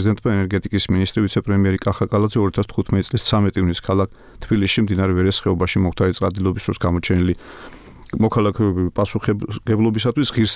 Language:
Georgian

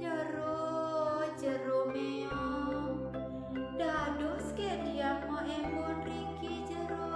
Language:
Balinese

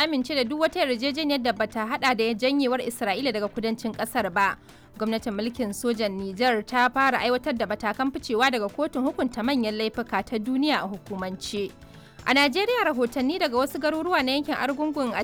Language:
Hausa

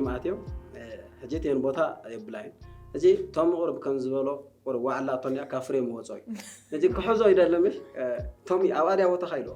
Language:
Tigrinya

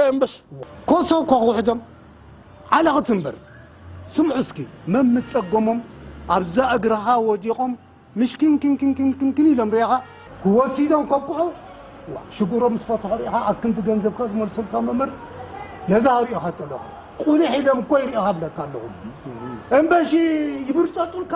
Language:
Tigrinya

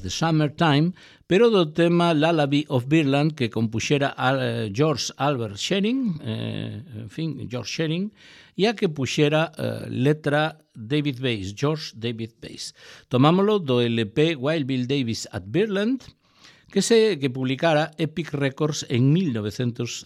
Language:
Galician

